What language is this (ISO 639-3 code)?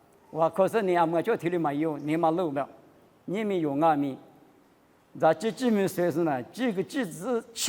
lis